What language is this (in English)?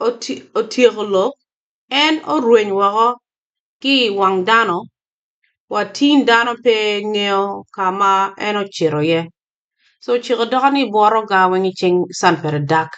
Acoli